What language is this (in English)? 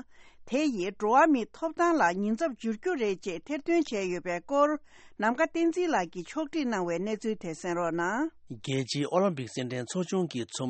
Tibetan